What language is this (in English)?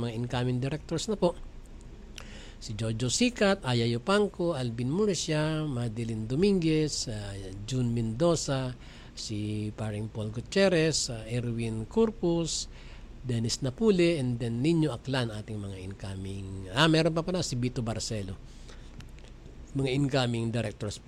Filipino